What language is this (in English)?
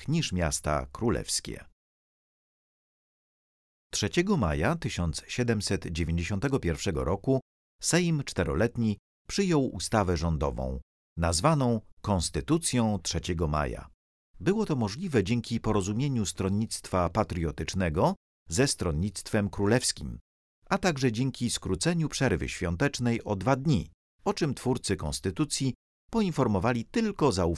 Polish